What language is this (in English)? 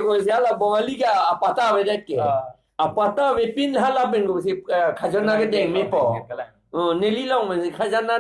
Karbi